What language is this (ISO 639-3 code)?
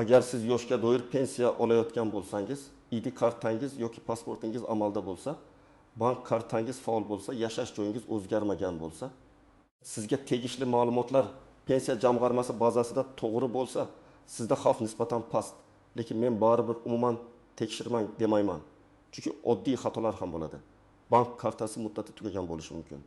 uzb